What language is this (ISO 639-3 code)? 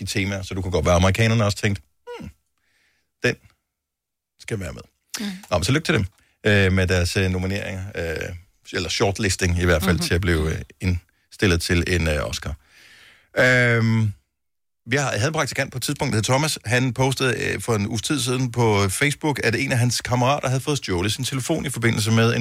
dan